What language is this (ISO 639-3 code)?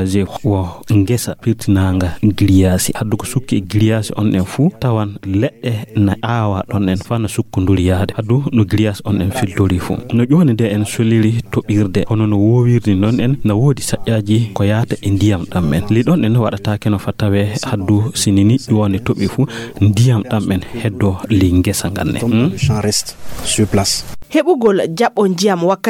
ful